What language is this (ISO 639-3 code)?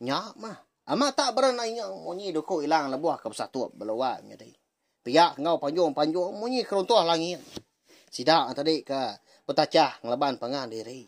iba